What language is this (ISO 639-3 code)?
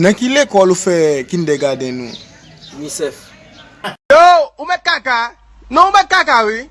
hat